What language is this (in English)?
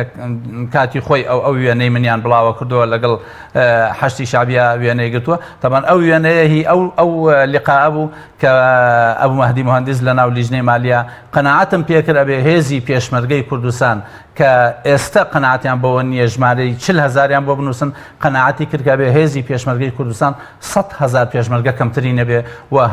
Central Kurdish